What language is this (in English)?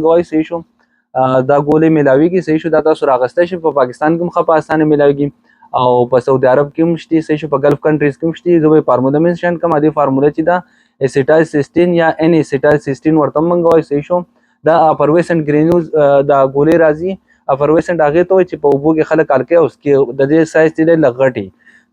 Pashto